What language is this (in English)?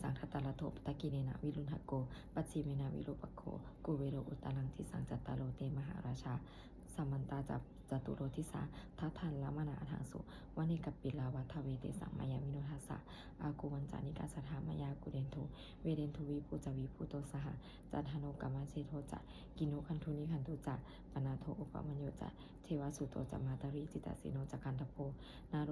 Pali